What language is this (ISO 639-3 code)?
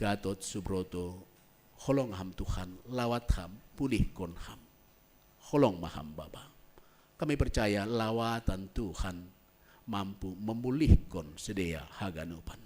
bts